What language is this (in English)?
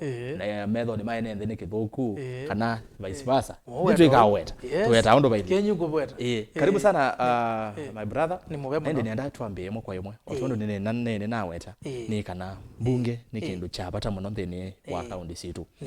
Kamba